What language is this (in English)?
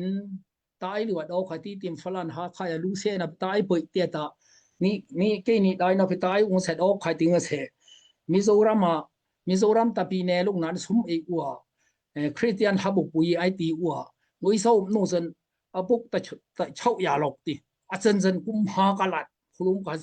Daai Chin